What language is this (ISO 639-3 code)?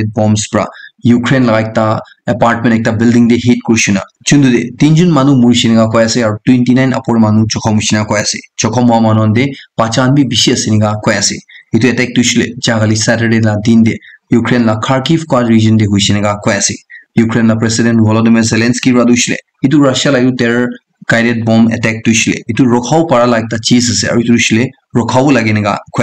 nag